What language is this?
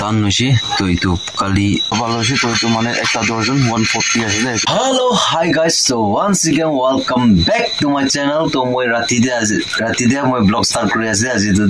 Naga Pidgin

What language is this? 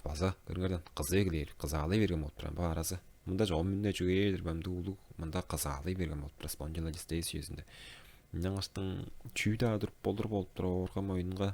Tuvinian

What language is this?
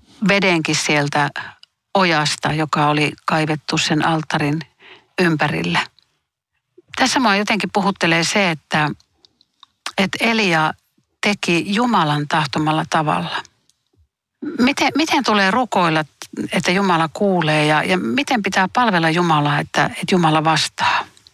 Finnish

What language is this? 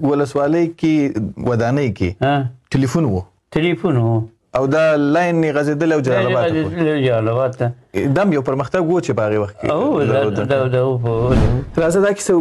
Pashto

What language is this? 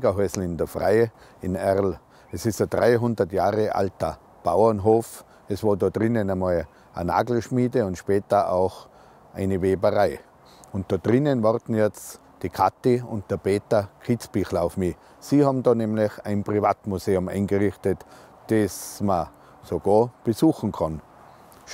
Bavarian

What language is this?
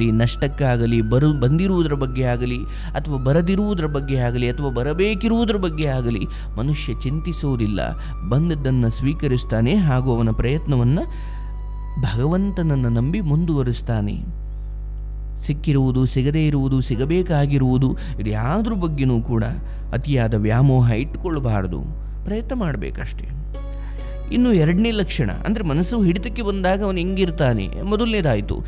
Kannada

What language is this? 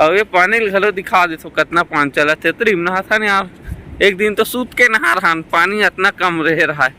Chhattisgarhi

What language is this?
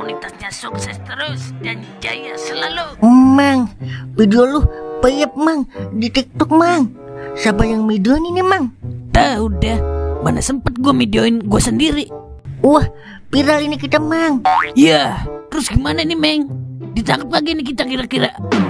Betawi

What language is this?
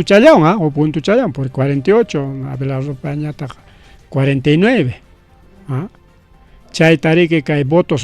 Ayacucho Quechua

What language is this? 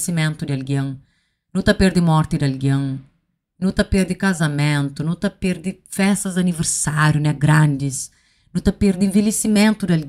Kabuverdianu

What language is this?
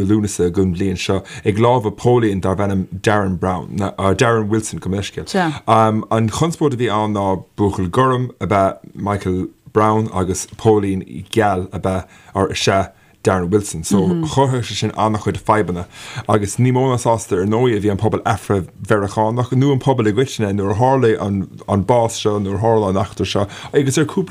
Irish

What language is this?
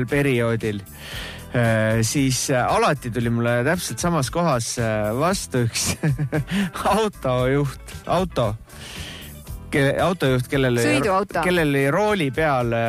Estonian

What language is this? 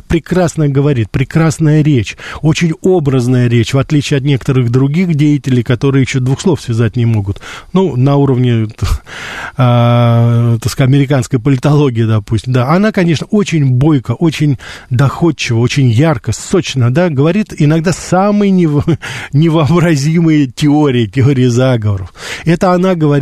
Russian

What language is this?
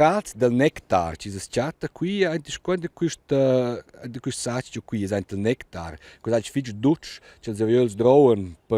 Romansh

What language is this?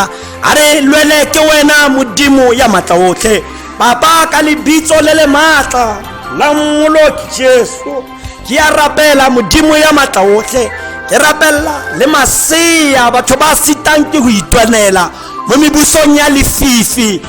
Tswana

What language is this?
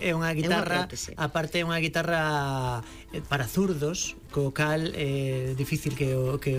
Galician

